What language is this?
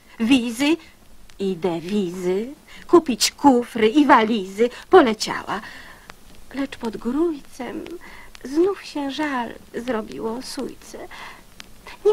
Polish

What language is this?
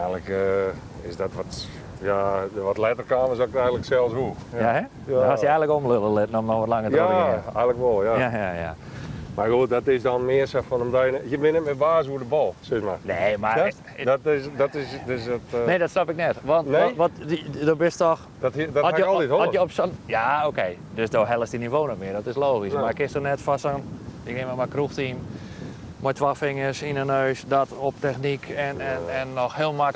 Western Frisian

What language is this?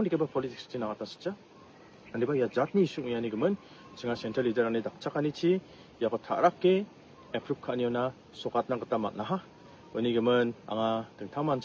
Garo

